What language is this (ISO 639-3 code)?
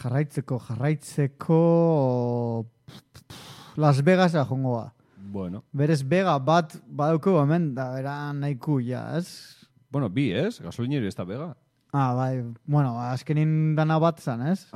eus